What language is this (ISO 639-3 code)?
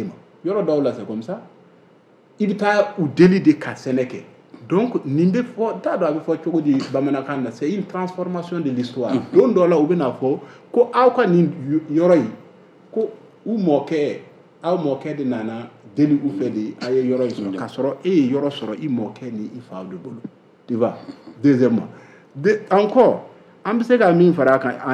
bam